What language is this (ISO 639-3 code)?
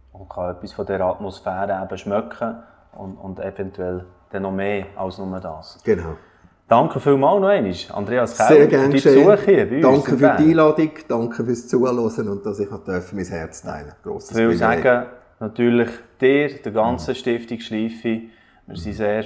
gsw